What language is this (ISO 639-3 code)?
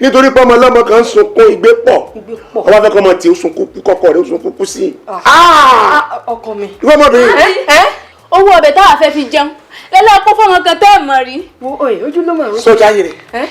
yor